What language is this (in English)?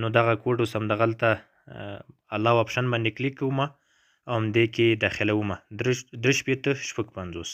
Pashto